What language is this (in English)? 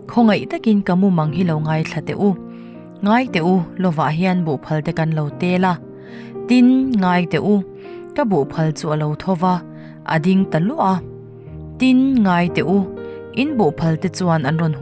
Mizo